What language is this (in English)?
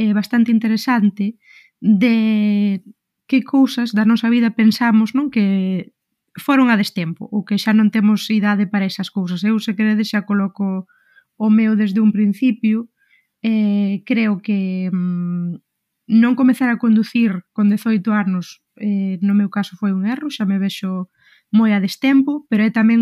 Galician